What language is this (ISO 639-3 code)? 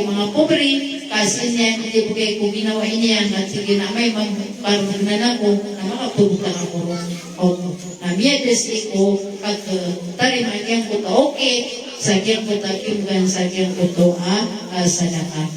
mrw